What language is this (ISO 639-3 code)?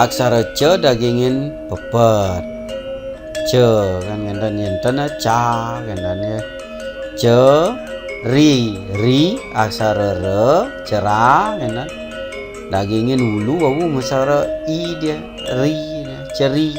ban